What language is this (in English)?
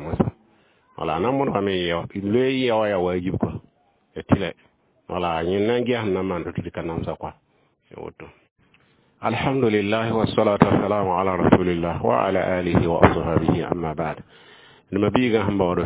Mossi